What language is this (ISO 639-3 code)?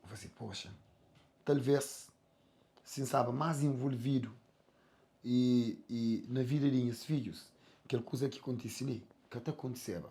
kea